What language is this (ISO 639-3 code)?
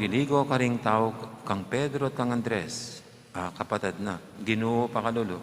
pam